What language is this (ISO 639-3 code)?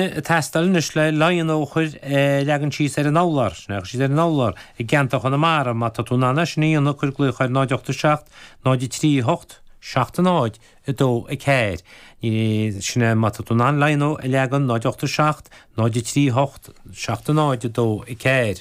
gle